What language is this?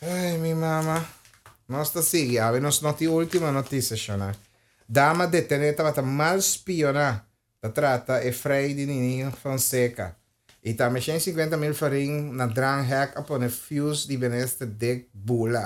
Papiamento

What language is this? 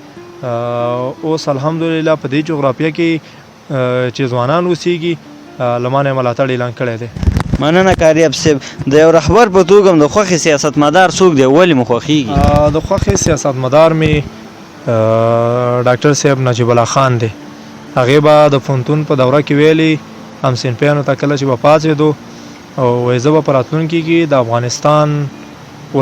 Pashto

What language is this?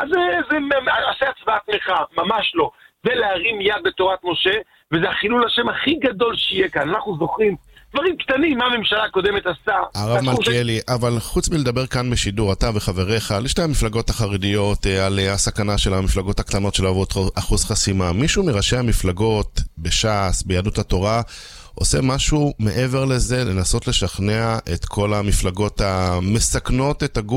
Hebrew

